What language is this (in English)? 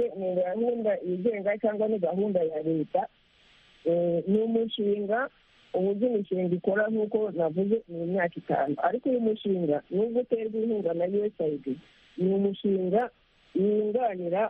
Kinyarwanda